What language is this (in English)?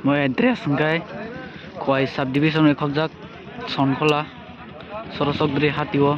Kok Borok